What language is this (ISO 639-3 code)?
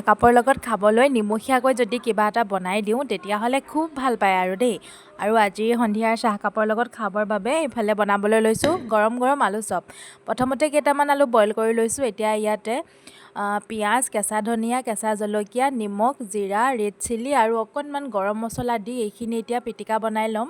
asm